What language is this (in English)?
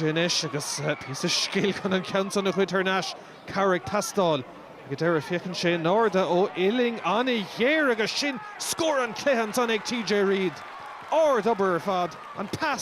Irish